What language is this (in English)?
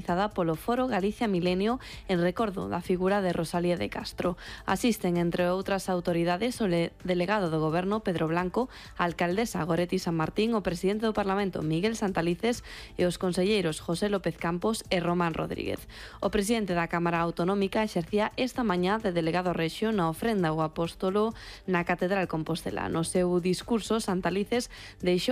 Galician